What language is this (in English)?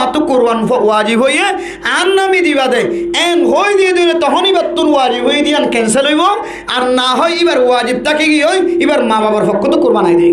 Rohingya